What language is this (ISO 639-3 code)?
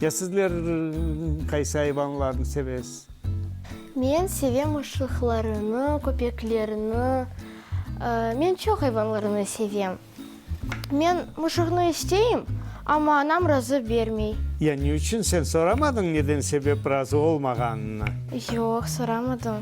crh